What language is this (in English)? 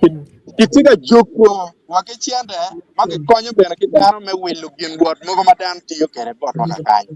Acoli